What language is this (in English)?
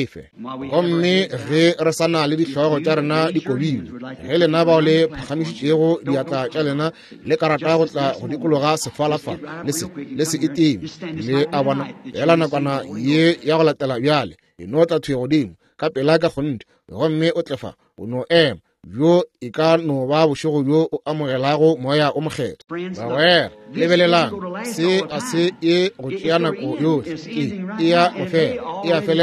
Northern Sotho